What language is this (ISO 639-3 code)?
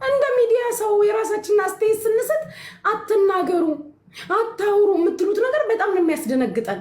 amh